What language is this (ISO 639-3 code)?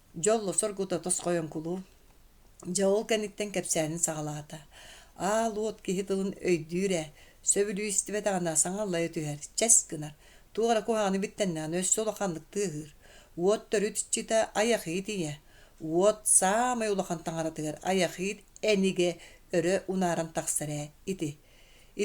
sah